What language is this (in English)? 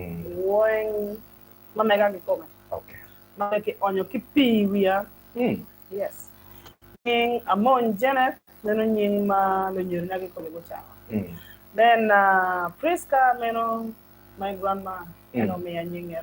Acoli